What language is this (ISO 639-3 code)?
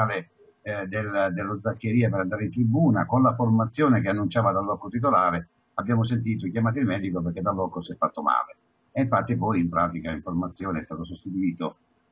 ita